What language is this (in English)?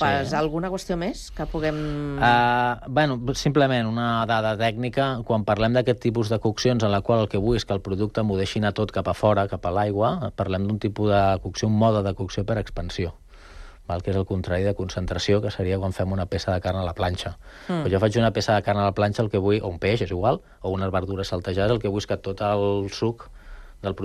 Catalan